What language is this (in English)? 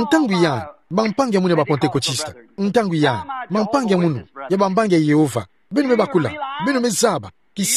Kituba (Democratic Republic of Congo)